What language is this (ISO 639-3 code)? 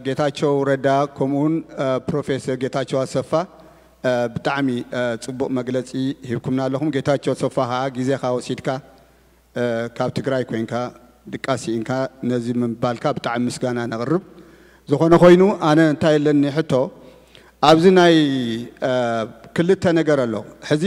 tir